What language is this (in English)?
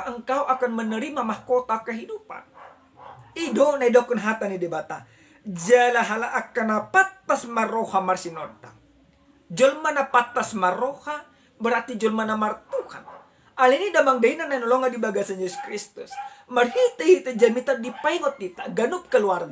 Batak Toba